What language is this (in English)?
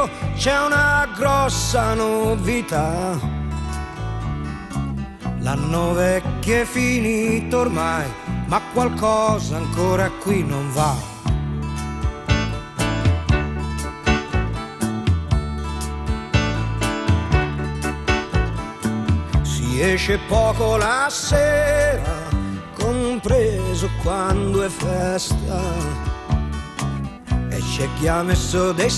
Italian